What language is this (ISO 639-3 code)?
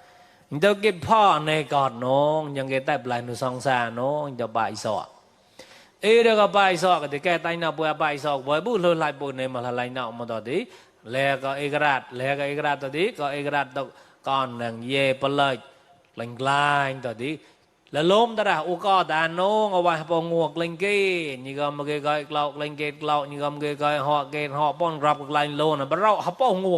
mnw